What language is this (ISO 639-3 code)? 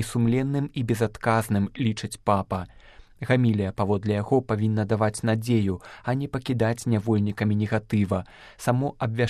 bel